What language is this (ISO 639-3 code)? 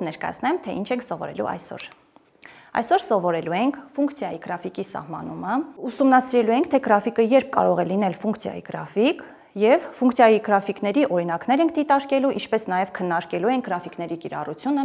hye